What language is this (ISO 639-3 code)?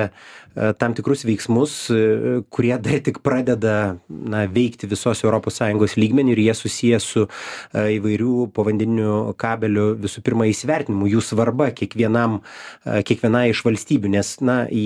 lit